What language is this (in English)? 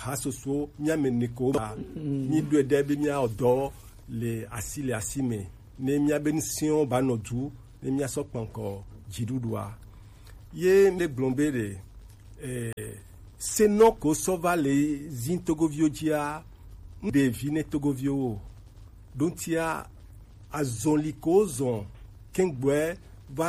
Gen